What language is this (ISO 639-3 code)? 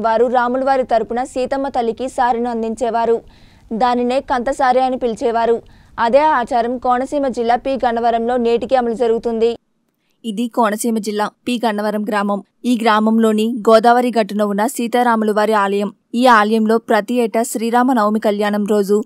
tel